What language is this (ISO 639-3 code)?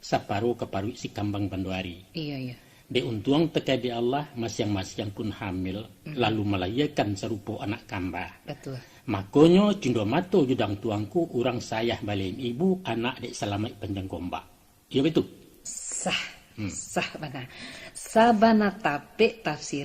min